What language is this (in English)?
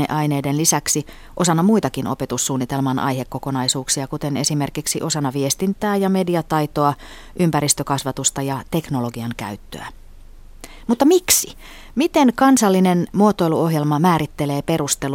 Finnish